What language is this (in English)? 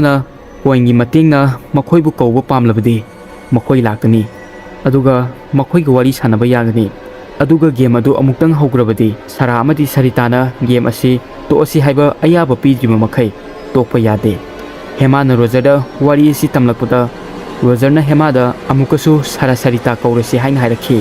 Manipuri